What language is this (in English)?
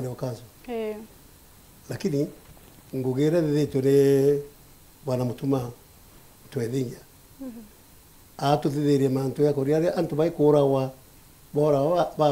Meru